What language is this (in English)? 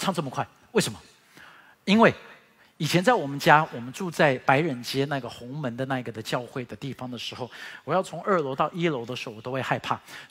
Chinese